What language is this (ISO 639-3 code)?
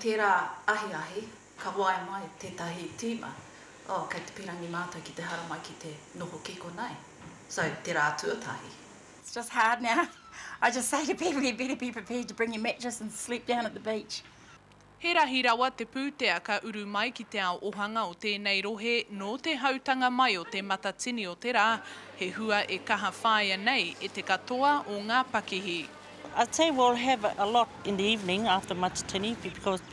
mri